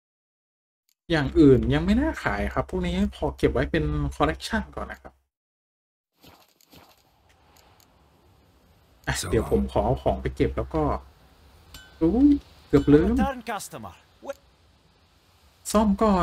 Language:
Thai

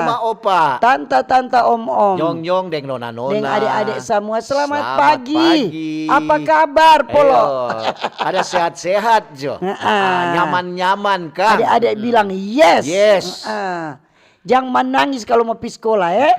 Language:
Manado Malay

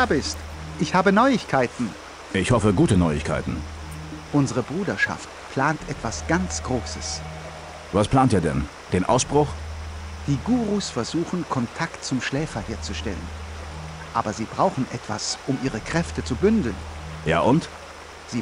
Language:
Bavarian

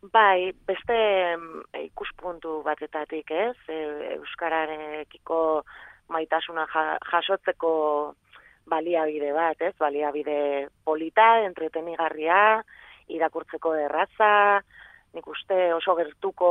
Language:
Basque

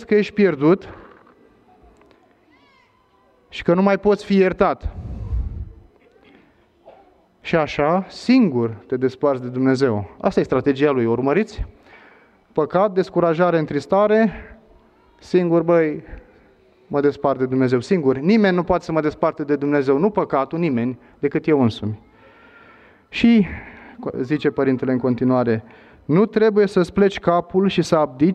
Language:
Romanian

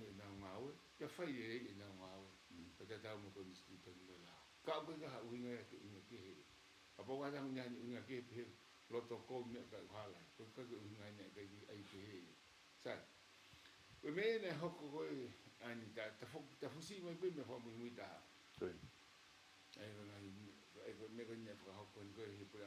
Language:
Tongan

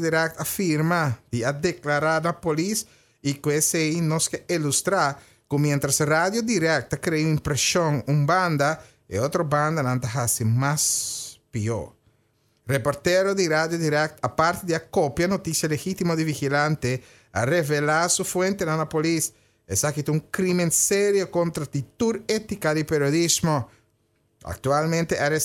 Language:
Papiamento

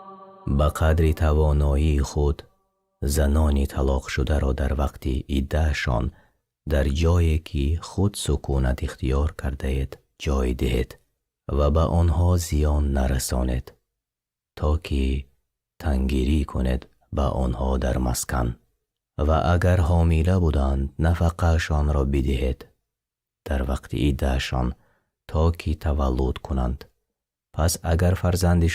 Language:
Tajik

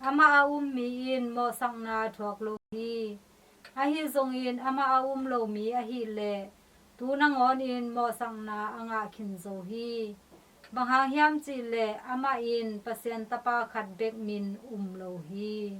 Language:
Tedim Chin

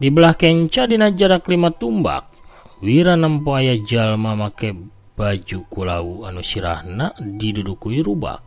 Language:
Sundanese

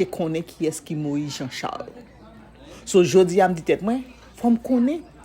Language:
Haitian Creole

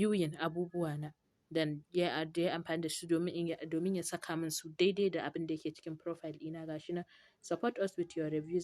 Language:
Hausa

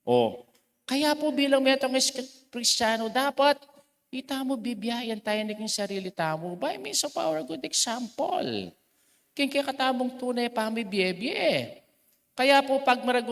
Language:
Pampanga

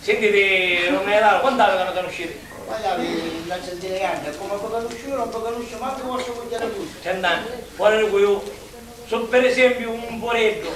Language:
Sicilian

